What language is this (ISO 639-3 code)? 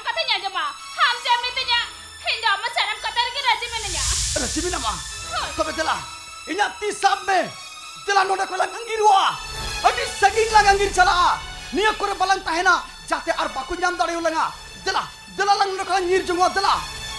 sat